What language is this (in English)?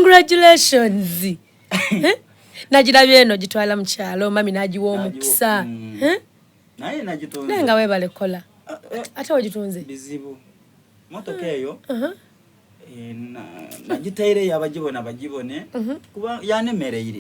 Soga